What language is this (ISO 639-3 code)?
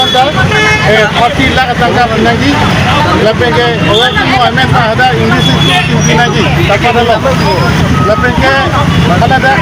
mjw